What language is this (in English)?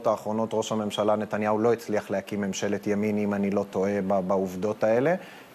Hebrew